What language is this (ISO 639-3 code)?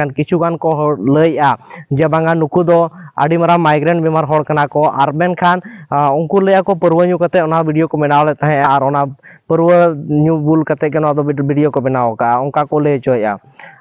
sat